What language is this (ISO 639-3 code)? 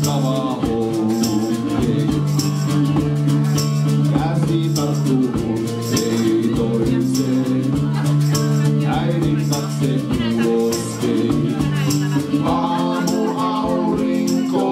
fin